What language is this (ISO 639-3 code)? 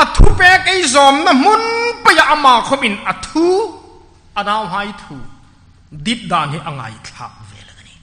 hmr